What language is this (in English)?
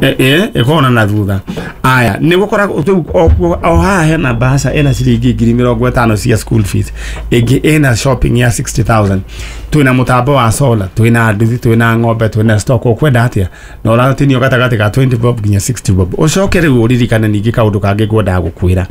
Kikuyu